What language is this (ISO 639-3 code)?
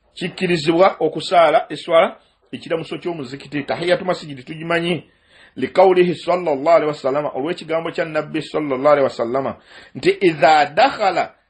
lug